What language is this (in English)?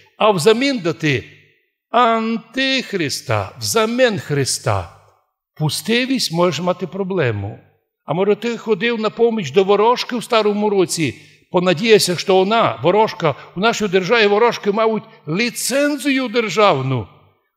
Rusyn